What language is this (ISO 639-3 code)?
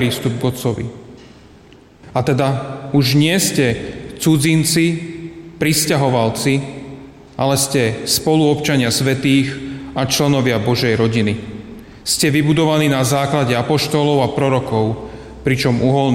slk